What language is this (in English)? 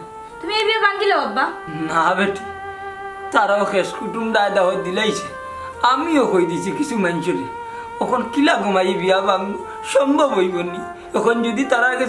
Sylheti